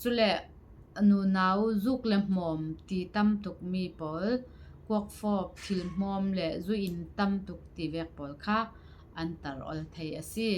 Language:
Falam Chin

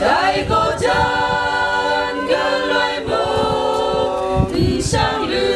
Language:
Kachin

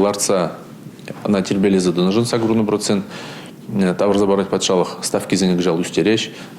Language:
Chuvash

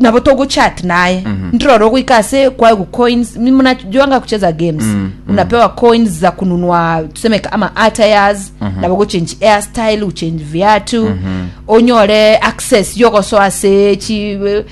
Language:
Gusii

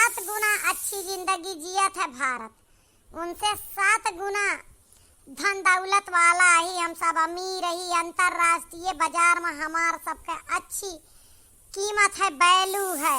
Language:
Awadhi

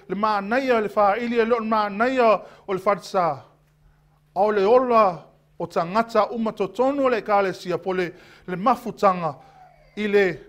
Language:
Samoan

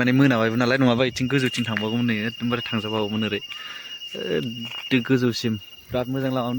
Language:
Bodo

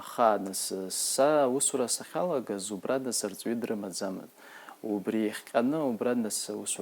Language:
Abkhazian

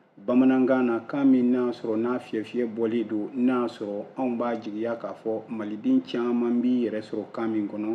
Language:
Bambara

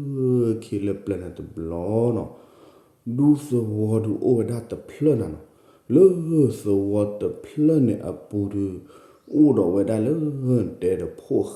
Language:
S'gaw Karen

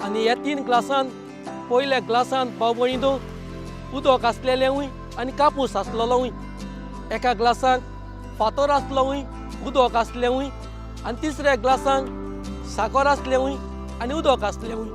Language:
Konkani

